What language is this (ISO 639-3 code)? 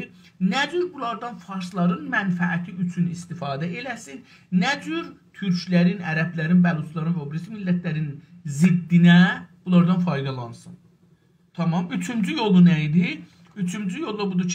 azb